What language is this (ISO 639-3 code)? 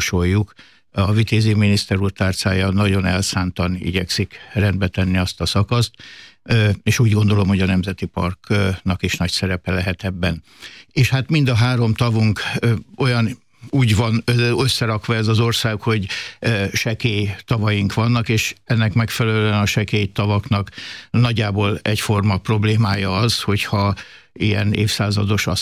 hun